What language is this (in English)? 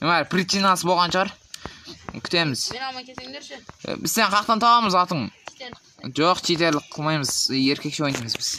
Kazakh